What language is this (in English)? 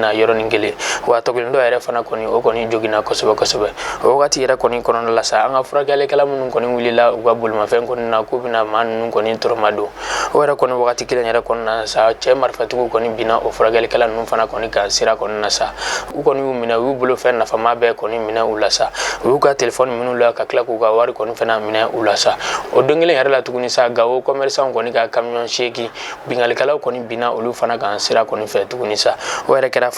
Bambara